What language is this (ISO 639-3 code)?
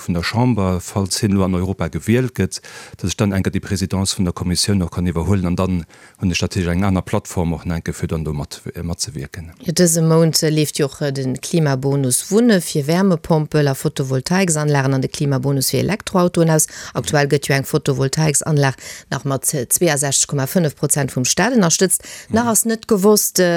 ltz